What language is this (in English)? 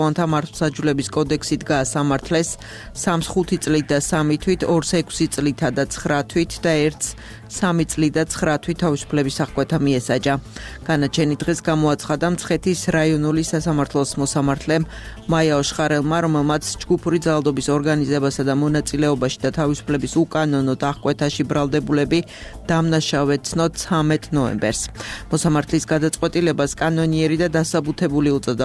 Georgian